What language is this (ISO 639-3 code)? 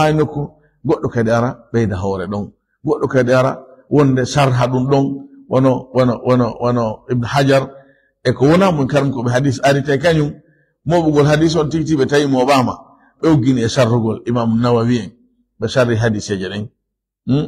ful